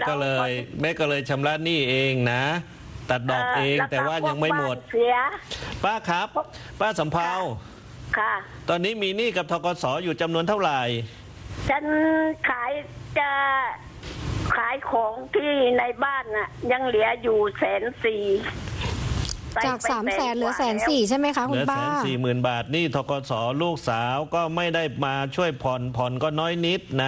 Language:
Thai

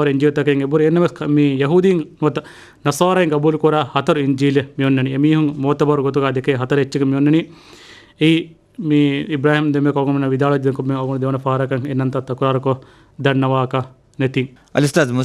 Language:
Divehi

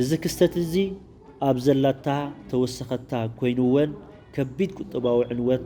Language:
Tigrinya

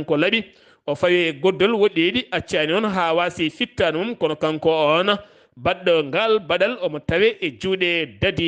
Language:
Fula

